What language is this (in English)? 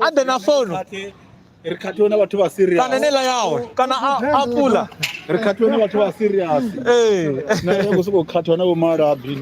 Venda